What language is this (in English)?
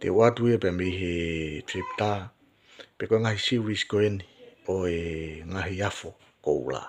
Tongan